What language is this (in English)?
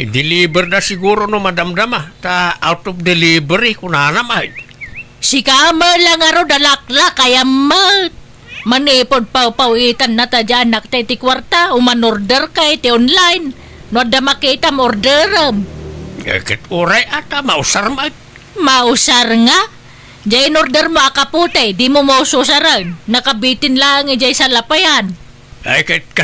Iloko